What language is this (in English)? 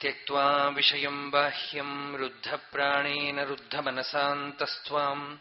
Sanskrit